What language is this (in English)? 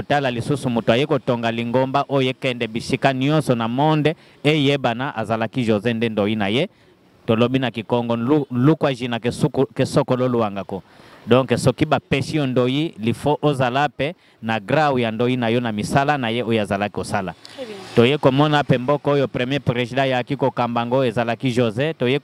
Lingala